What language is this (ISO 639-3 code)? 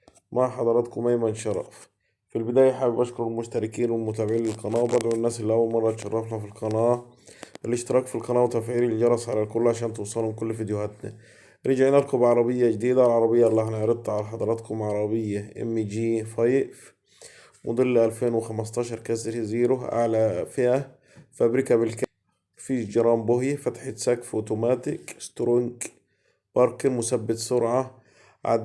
arz